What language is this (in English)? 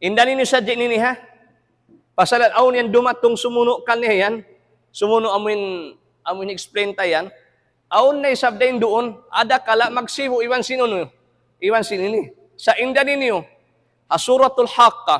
Tausug